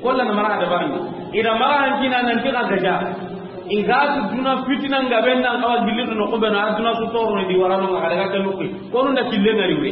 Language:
Soninke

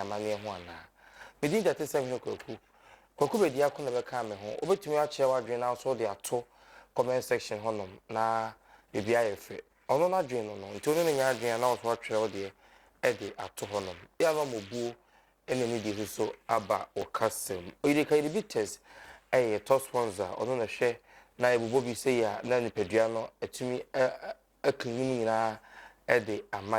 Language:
Akan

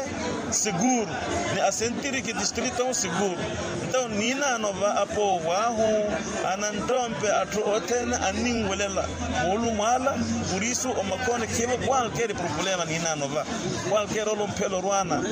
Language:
Makhuwa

